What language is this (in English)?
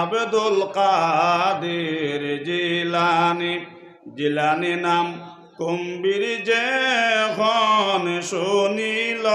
Sylheti